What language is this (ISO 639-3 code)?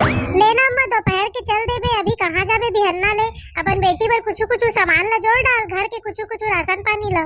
hne